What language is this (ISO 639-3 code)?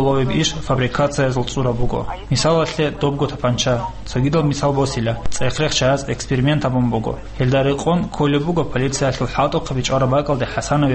ava